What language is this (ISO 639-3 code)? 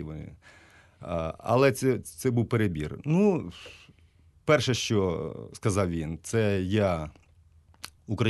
ukr